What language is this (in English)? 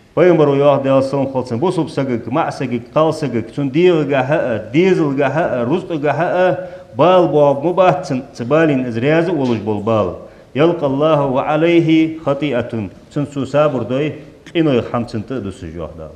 Ingush